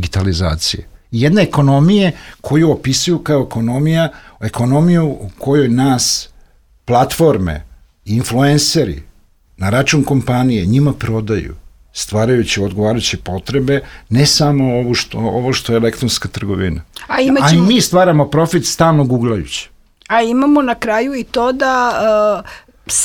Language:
Serbian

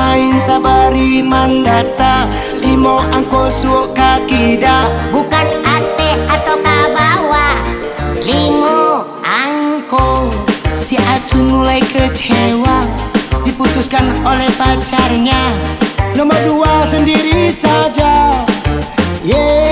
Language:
Minangkabau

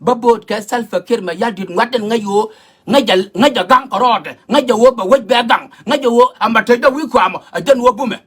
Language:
Nuer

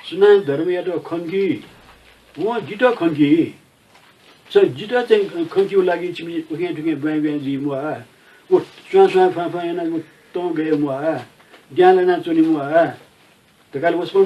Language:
Newari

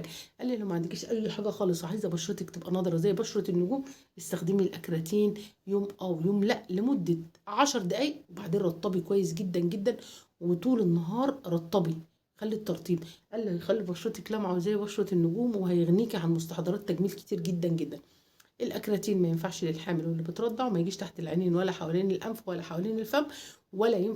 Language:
Egyptian Arabic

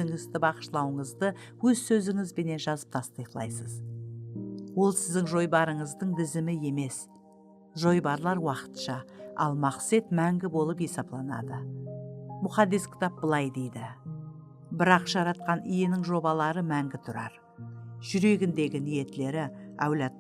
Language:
Kara-Kalpak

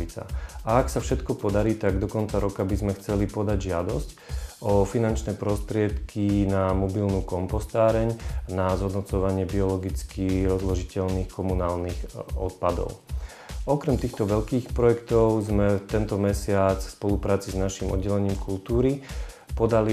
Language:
Slovak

